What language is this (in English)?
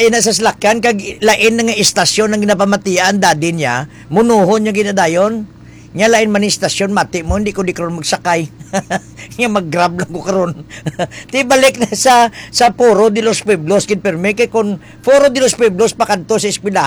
Hiligaynon